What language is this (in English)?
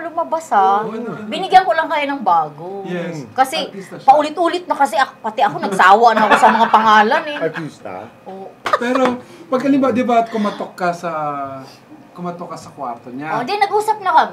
Filipino